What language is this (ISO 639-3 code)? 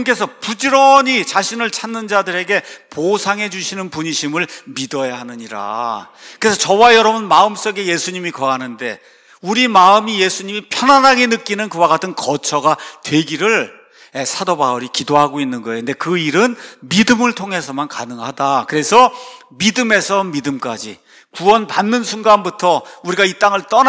kor